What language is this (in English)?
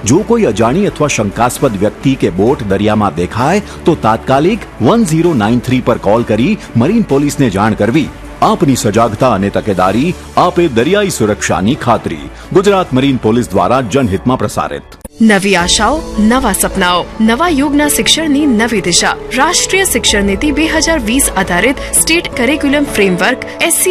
Gujarati